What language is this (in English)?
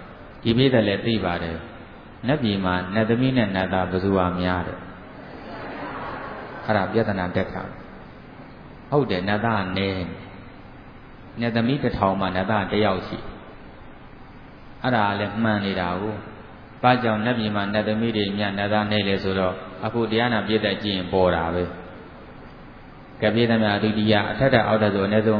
Burmese